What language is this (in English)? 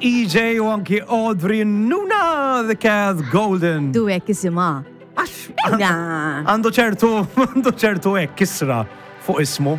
Maltese